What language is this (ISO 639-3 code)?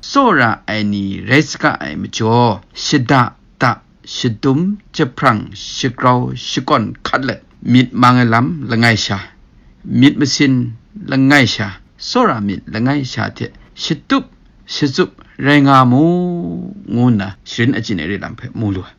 kac